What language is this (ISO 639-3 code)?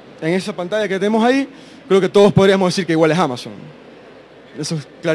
spa